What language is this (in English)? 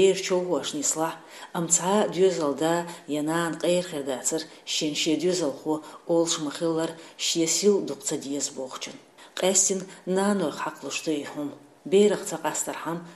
Chechen